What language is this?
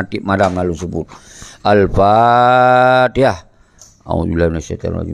Achinese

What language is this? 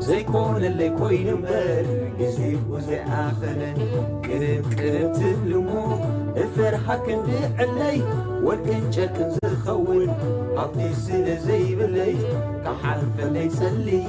Tigrinya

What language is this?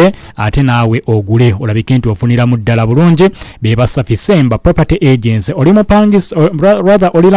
Ganda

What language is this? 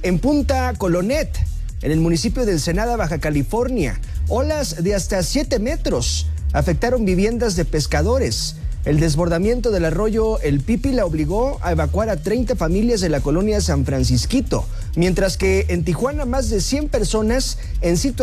Spanish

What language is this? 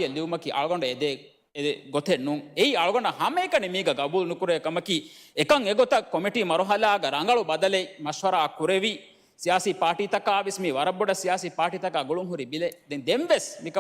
Divehi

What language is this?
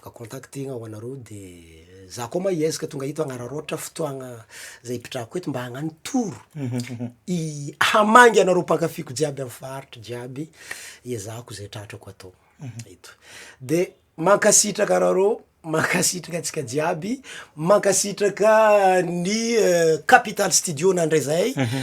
Malagasy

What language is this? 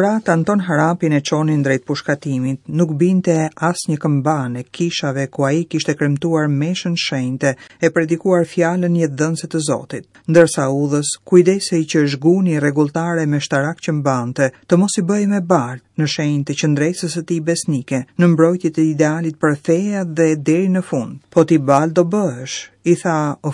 Albanian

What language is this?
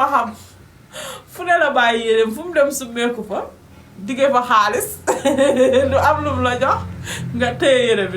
Wolof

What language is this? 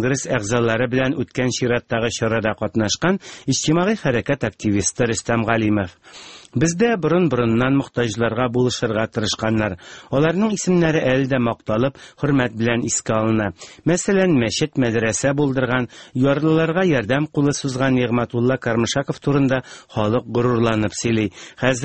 Tatar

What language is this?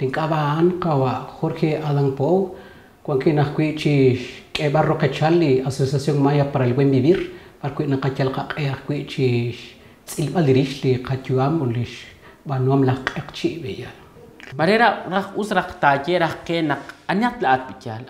Kekchí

